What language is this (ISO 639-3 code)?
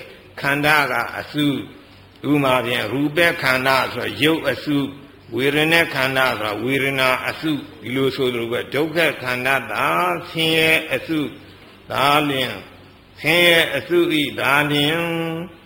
mya